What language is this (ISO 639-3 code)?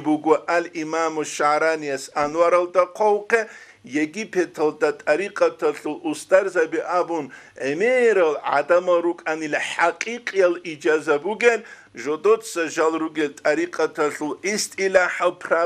ava